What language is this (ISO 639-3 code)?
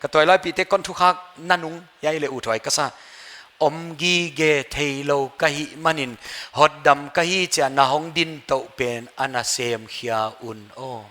pck